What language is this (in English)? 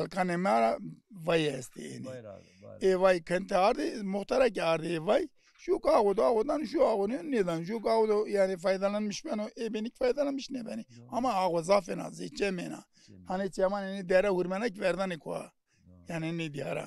Zaza